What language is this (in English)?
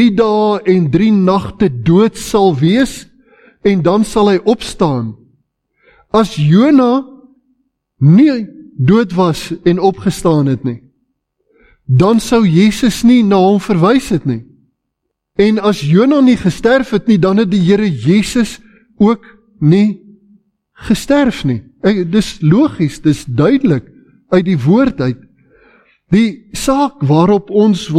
Afrikaans